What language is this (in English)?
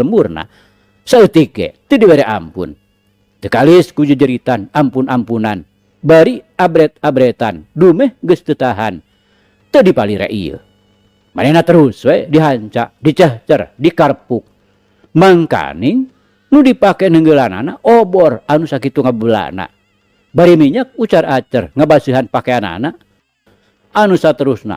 Sundanese